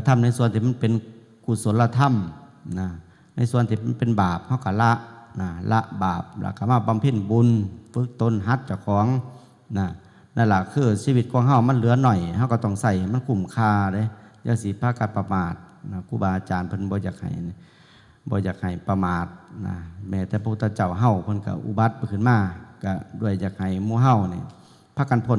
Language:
Northeastern Thai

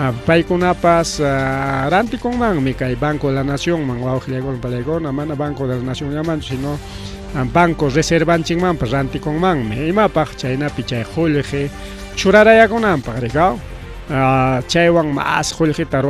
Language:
Ayacucho Quechua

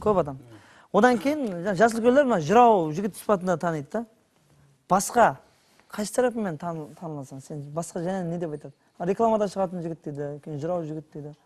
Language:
Kara-Kalpak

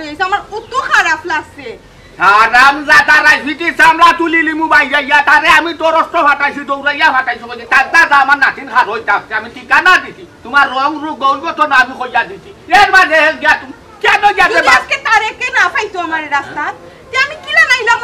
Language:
Sylheti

